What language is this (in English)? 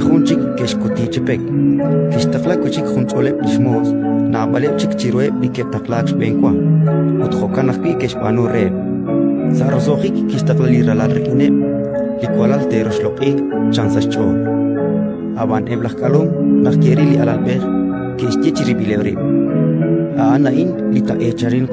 Kekchí